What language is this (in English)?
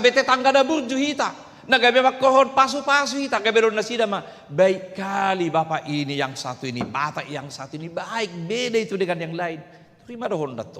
Batak Toba